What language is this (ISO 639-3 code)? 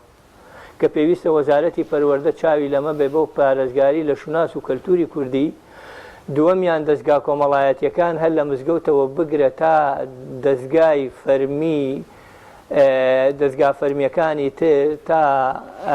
ckb